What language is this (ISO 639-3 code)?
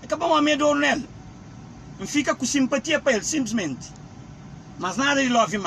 kea